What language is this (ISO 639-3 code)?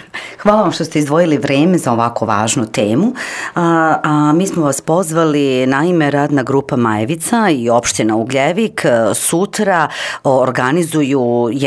srp